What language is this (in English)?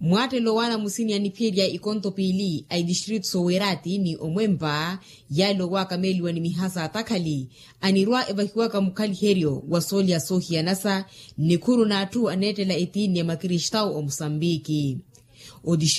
Makhuwa